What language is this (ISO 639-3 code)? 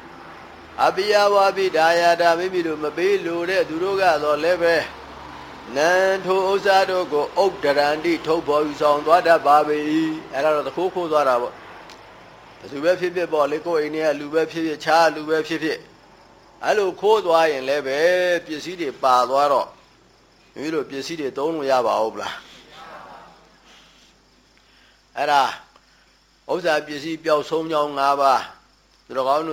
mya